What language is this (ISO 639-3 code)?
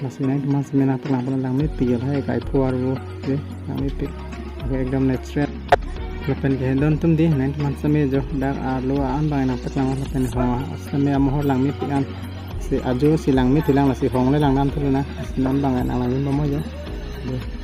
mjw